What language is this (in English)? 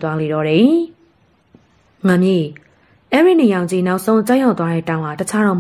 Burmese